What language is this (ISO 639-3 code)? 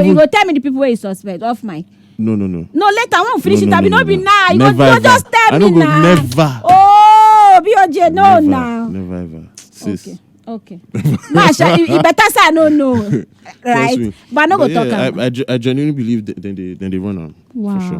pcm